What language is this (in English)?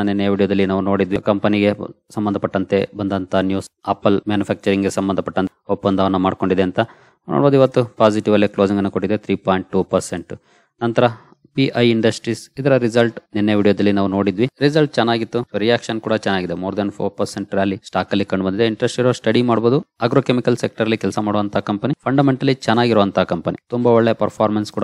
Kannada